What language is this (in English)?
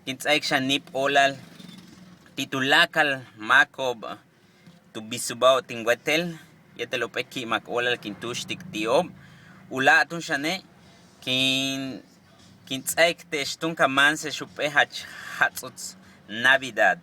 Yucateco